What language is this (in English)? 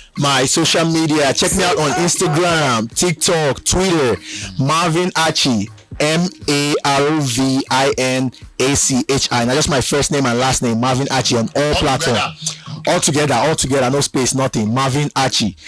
Nigerian Pidgin